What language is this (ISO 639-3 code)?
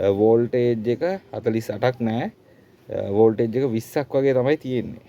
sin